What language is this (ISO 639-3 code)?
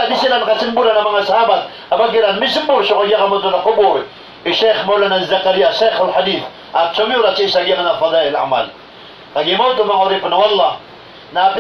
mrw